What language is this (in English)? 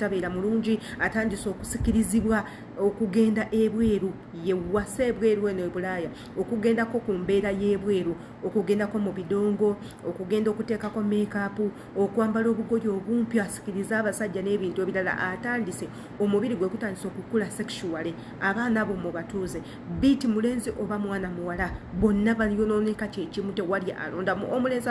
Ganda